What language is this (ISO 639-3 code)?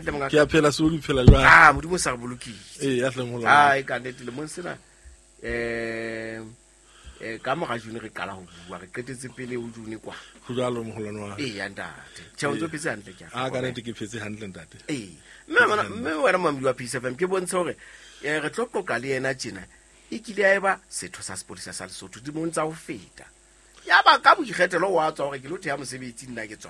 sot